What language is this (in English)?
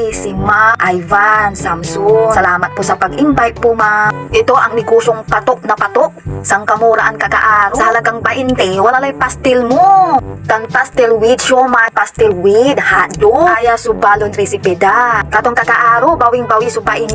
Pangasinan